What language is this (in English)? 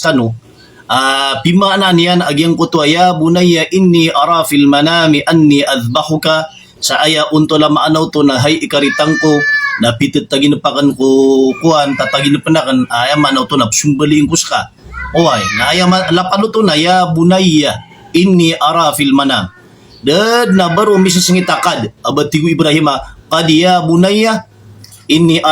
Maranao